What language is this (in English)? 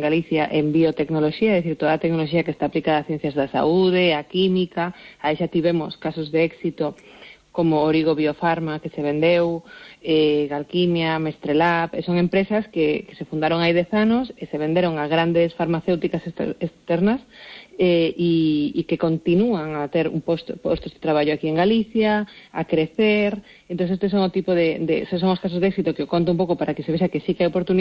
Galician